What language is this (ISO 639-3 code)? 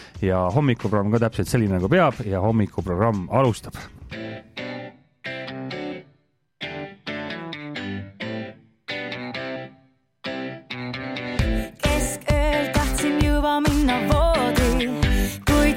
est